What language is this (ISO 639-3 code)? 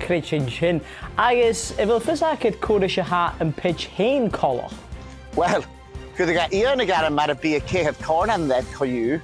gla